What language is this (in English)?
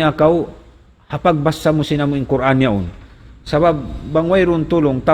Tausug